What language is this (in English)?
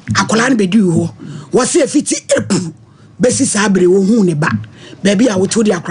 Akan